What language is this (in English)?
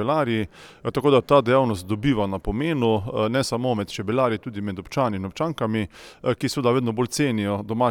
Slovenian